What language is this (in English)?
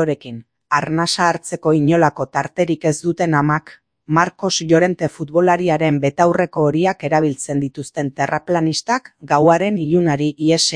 Basque